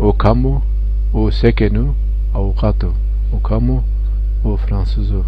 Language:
Zaza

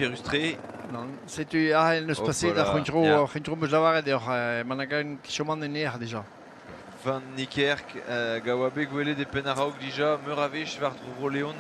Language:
Breton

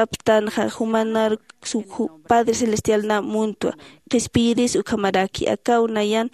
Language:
Aymara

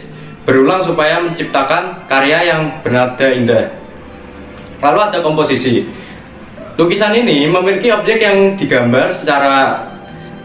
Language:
Indonesian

